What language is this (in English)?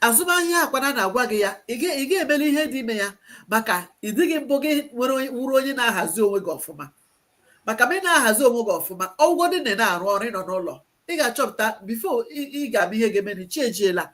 Igbo